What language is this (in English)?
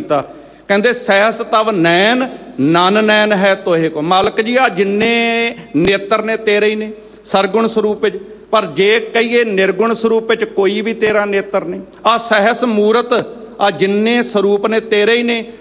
Punjabi